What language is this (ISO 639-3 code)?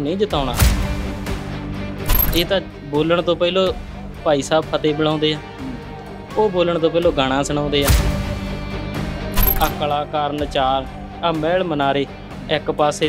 pan